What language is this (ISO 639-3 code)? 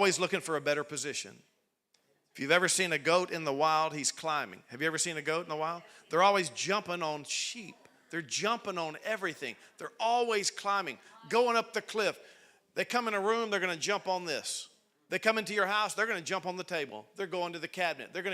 eng